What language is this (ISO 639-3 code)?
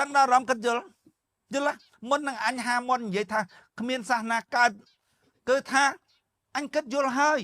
khm